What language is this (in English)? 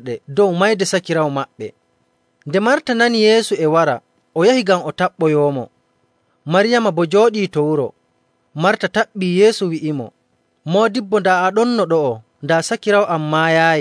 Nigerian Fulfulde